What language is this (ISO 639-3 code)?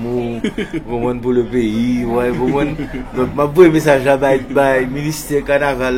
hat